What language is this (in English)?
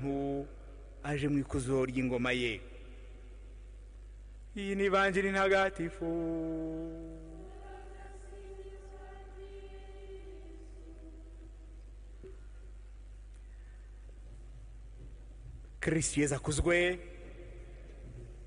Kinyarwanda